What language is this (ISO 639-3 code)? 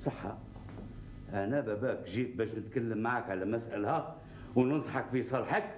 arq